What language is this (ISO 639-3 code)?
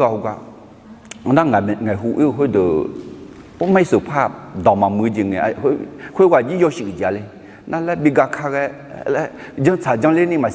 ahk